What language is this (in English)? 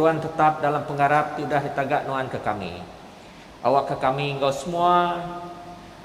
Iban